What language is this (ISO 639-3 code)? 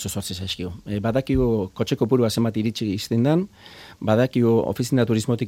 eus